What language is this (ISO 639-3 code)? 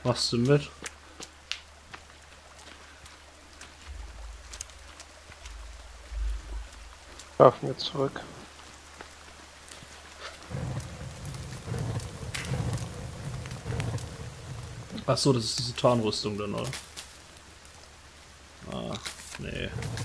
deu